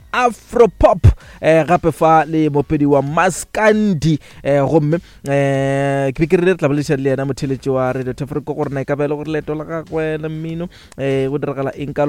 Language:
Northern Sotho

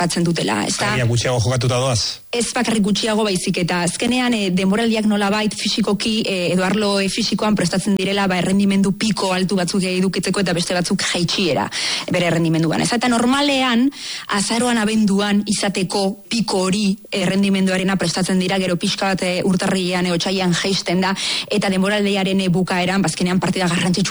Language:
Basque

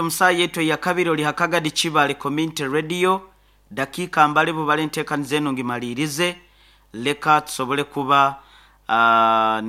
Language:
Nyoro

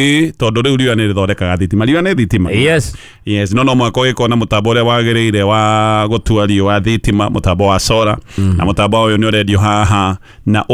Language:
Kikuyu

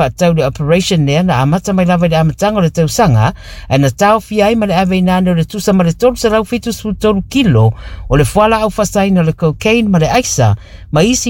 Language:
Samoan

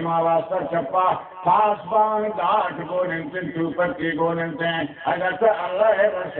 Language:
Baluchi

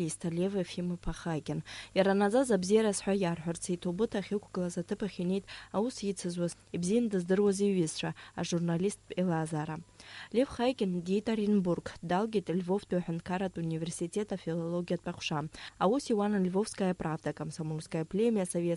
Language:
Abkhazian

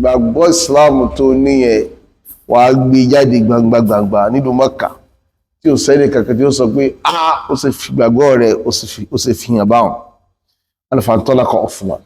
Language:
Yoruba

